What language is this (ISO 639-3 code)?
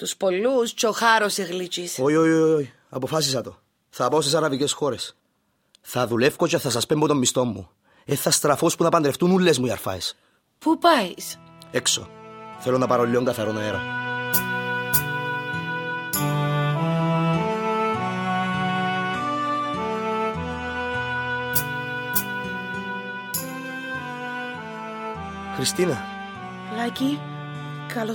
ell